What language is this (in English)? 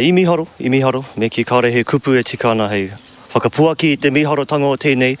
Māori